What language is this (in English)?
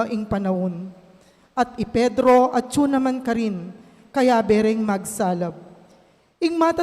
Pampanga